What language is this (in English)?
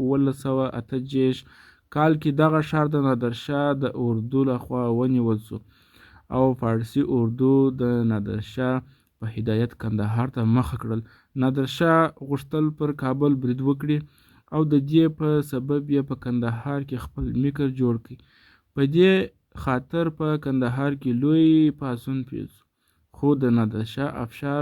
Pashto